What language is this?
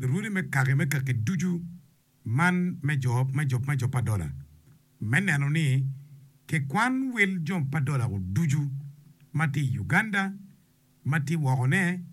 Acoli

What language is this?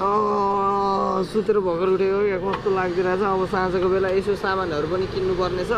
Nepali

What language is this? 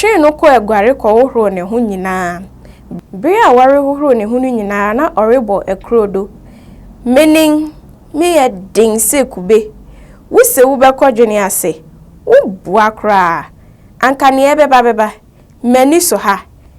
Akan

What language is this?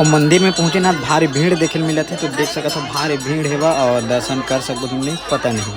Chhattisgarhi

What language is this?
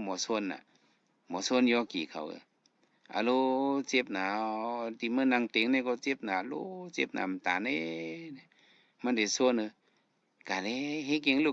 Shan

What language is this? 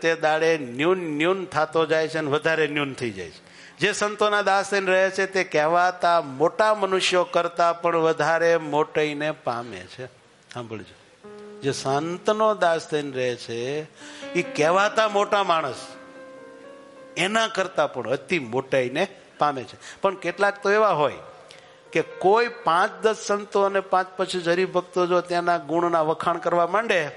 Gujarati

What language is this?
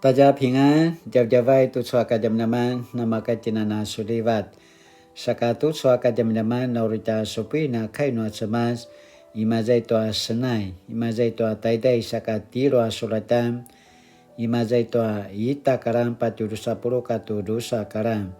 Paiwan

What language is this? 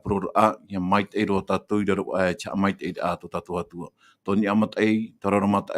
Tahitian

